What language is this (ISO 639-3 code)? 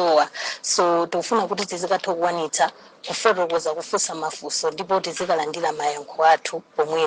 nya